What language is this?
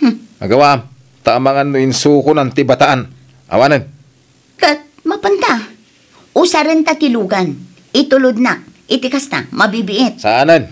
Iloko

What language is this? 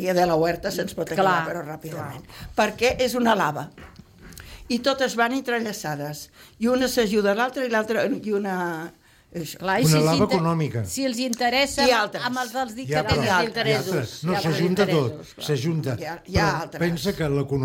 Catalan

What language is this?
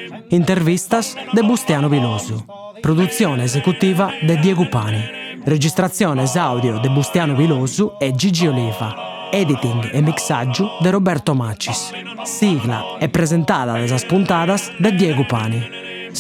Sardinian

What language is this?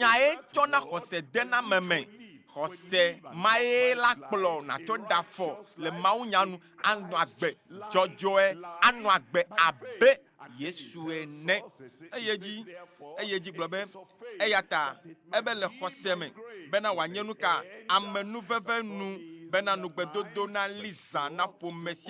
Ewe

